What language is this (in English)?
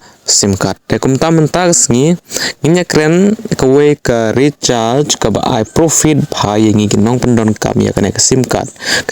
Khasi